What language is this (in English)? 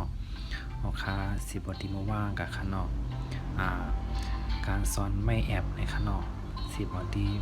Shan